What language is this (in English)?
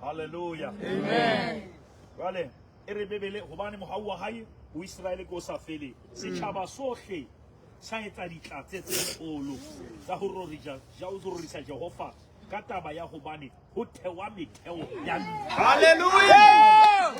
Southern Sotho